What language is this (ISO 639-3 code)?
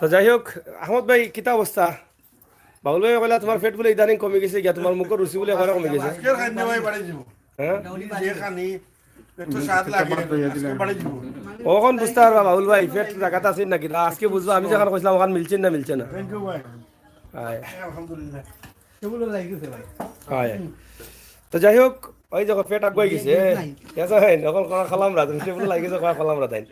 syl